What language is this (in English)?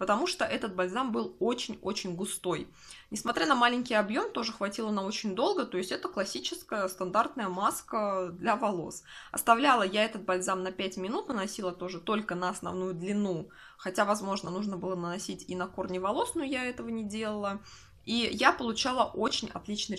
Russian